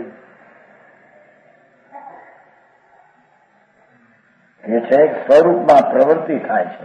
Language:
Gujarati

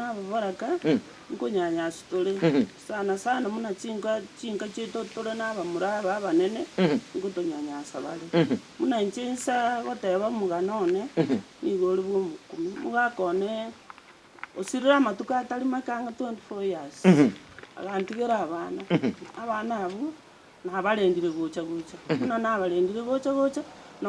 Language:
Gusii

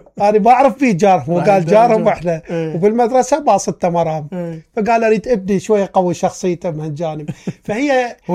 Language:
Mesopotamian Arabic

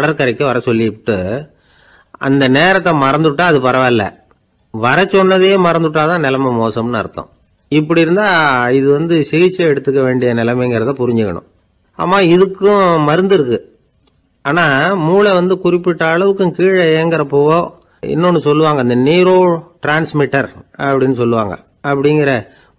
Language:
Tamil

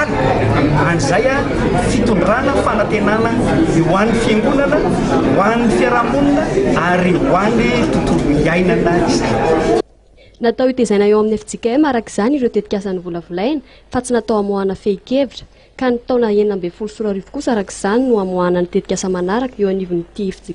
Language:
Malagasy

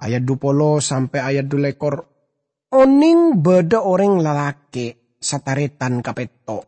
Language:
Madurese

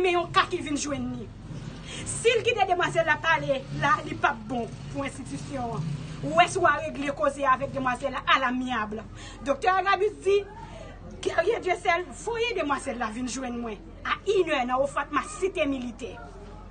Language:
Haitian Creole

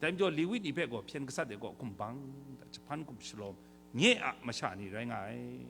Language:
Kachin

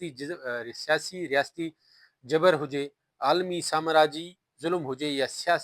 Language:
Sindhi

